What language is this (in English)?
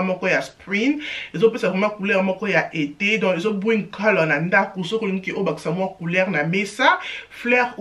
Lingala